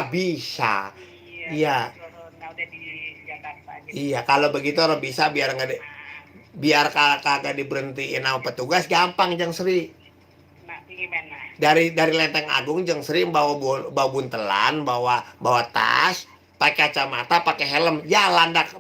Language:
Betawi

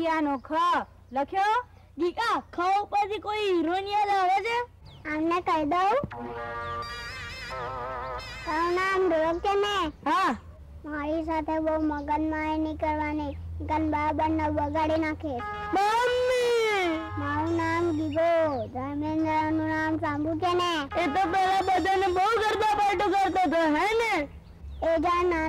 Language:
Gujarati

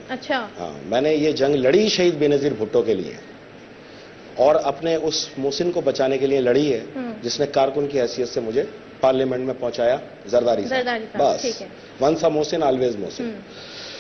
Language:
Urdu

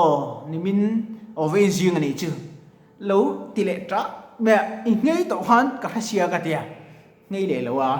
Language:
Mizo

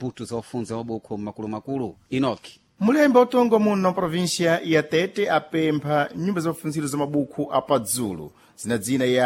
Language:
Sena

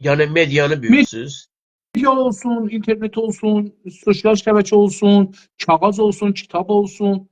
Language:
South Azerbaijani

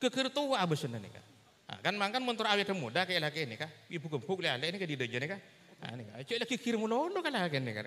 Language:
Madurese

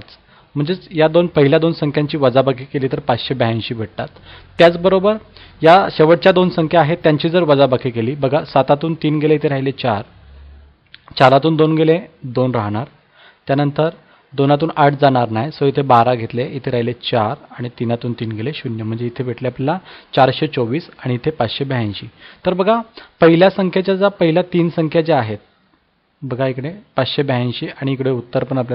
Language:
Marathi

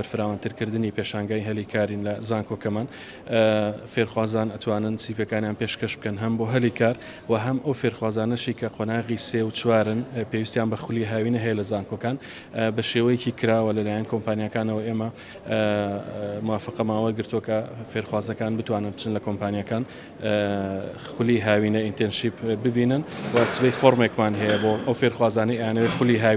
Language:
Central Kurdish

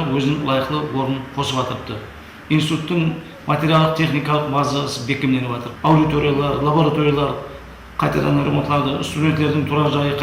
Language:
Kara-Kalpak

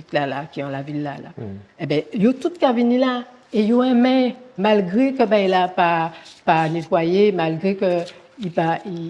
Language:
Guadeloupean Creole French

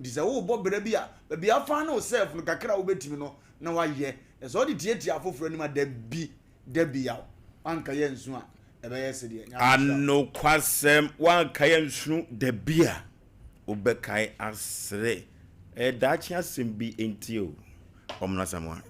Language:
Akan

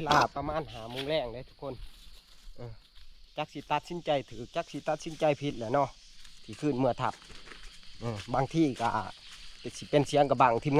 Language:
Northeastern Thai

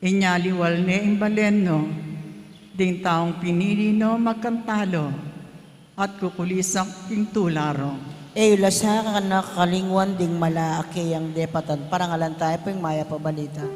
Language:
Pampanga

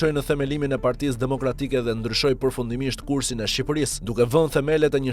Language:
Albanian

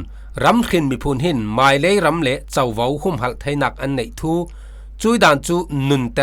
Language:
Falam Chin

